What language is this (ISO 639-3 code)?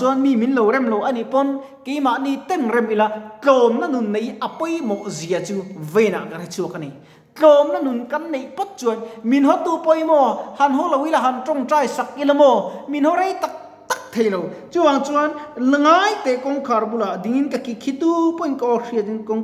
lus